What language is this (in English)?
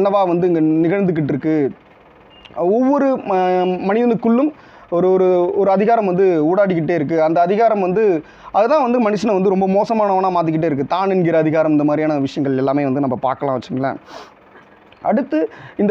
Tamil